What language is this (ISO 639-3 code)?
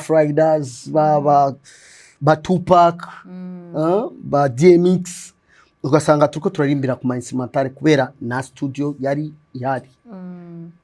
run